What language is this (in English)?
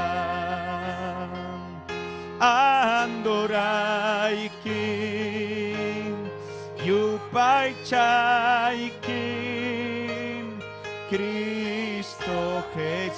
Ayacucho Quechua